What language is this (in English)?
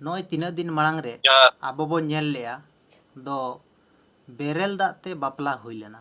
Santali